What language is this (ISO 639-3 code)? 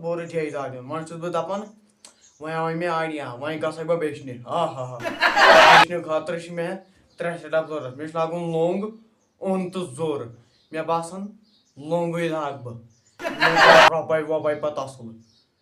kas